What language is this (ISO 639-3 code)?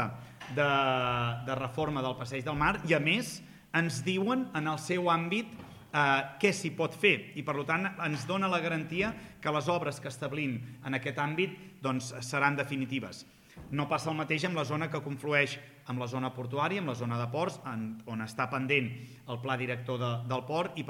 cat